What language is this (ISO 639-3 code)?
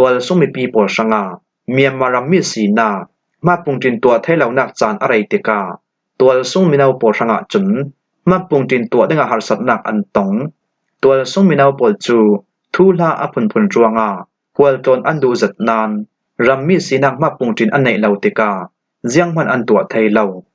cfm